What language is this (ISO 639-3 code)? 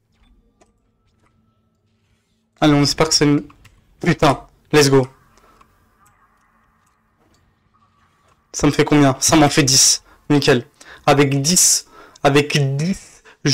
fra